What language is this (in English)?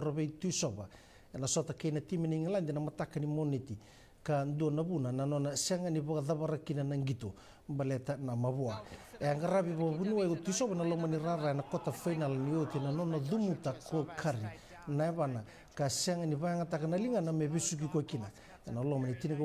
Fijian